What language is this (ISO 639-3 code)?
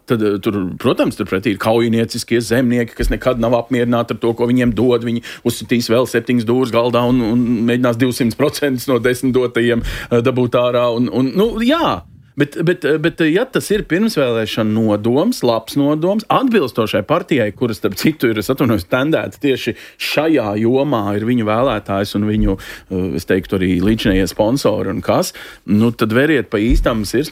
lav